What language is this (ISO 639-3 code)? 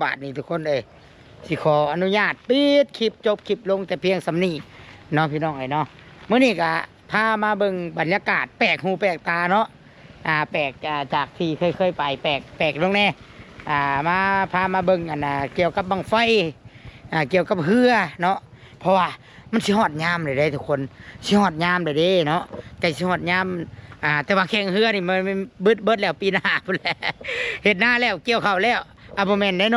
tts